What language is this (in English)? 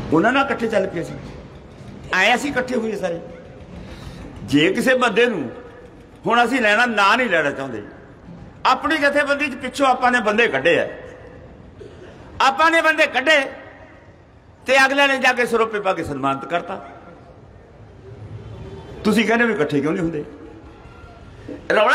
Punjabi